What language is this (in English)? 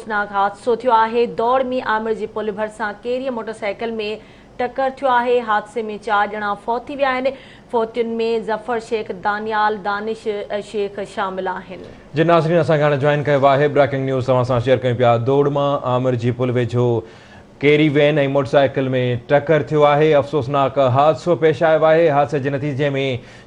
Sindhi